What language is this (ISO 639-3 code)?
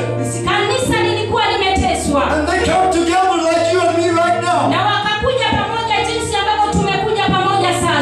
swa